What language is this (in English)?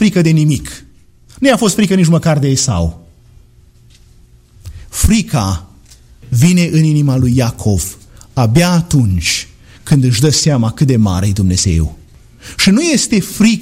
Romanian